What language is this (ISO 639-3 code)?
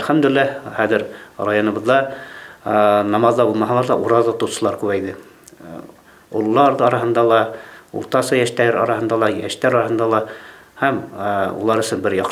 bak